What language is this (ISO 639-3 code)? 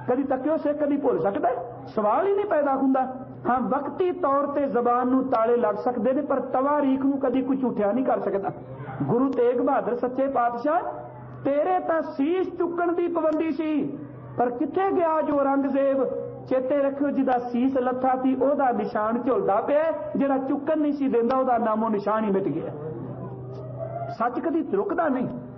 pan